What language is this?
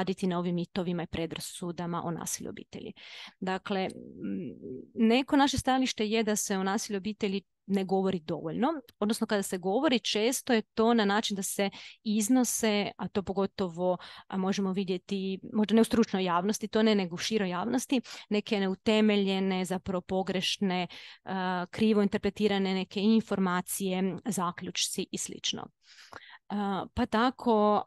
Croatian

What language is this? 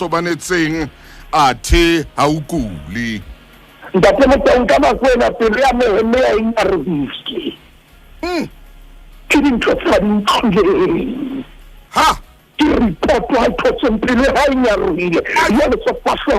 Southern Sotho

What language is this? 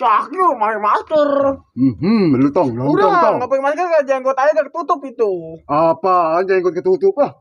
Betawi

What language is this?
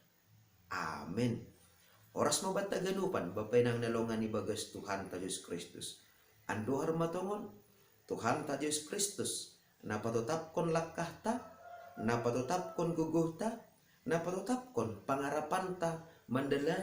Batak Simalungun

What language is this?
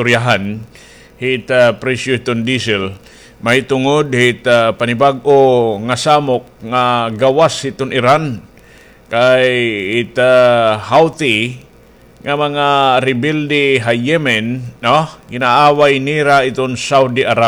Waray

